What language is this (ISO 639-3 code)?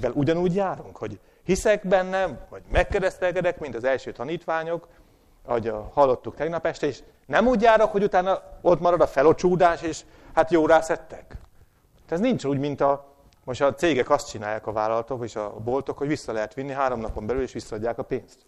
hun